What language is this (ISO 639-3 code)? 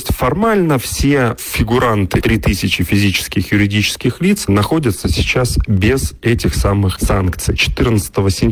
rus